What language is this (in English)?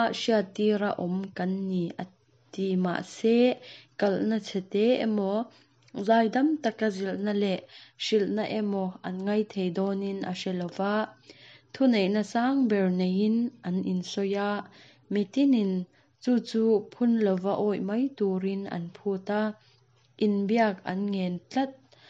Mizo